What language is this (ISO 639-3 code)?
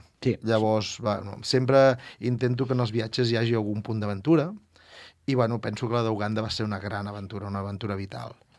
cat